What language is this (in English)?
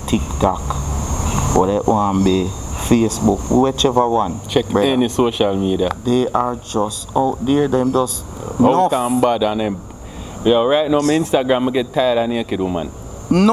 Jamaican Creole English